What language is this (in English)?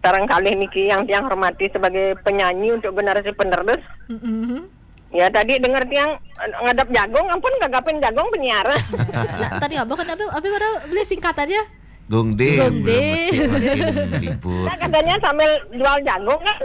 Balinese